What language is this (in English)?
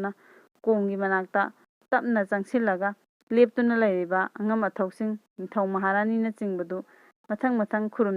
Manipuri